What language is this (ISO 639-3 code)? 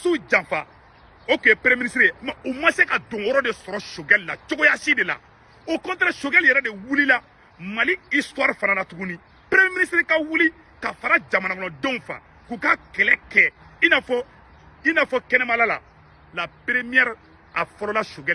bam